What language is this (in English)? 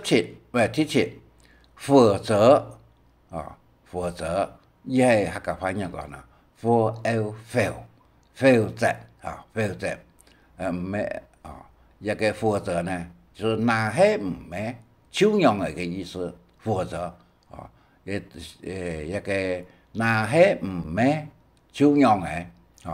Hakka Chinese